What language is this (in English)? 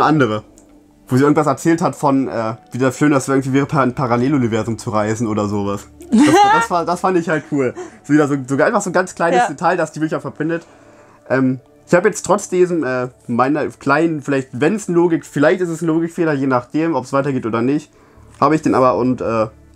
German